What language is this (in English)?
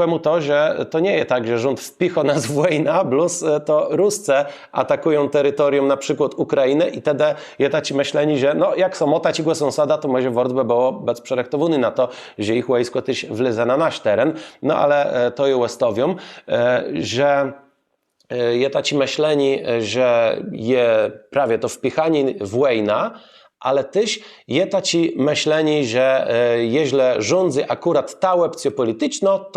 Kashubian